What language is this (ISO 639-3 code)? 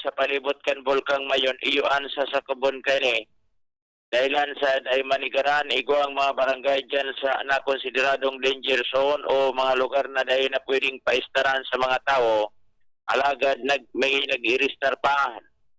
bik